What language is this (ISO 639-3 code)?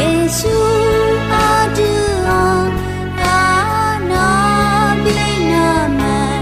ahk